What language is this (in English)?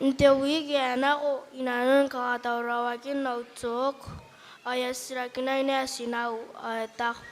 Gilbertese